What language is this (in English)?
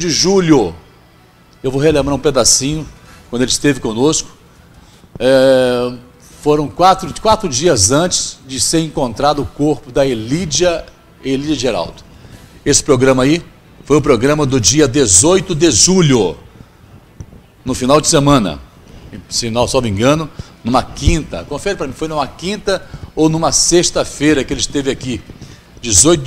Portuguese